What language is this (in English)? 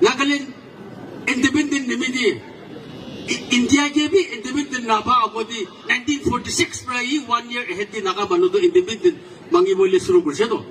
Naga Pidgin